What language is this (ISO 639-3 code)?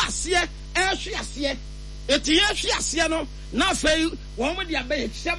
aka